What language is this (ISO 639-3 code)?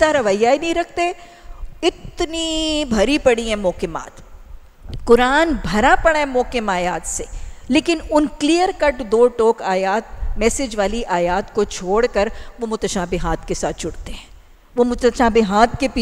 urd